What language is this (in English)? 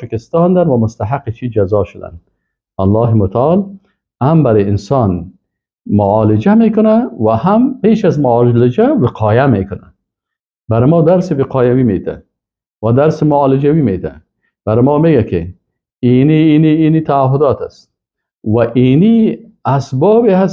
Persian